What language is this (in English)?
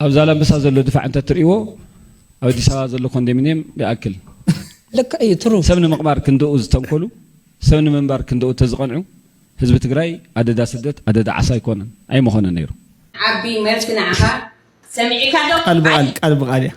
Tigrinya